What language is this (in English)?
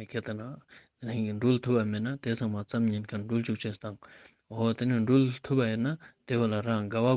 Ladakhi